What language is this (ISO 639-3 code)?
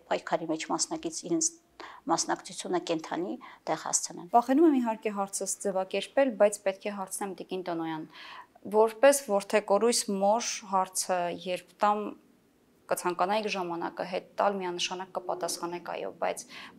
hye